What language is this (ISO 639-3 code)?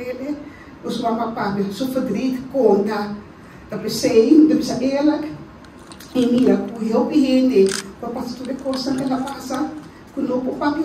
pap